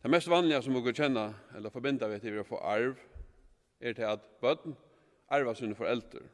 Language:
Faroese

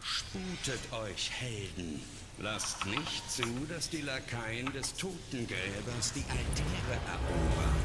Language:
Swiss German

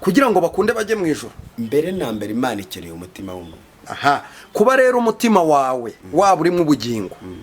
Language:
Kinyarwanda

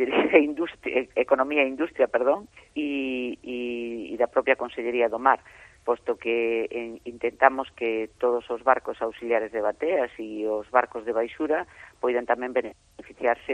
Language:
Galician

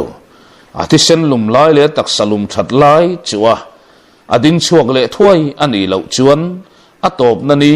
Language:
Mizo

